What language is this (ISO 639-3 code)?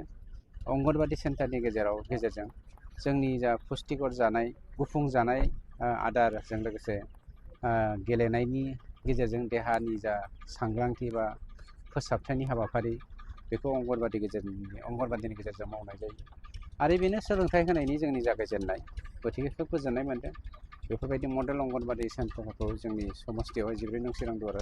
brx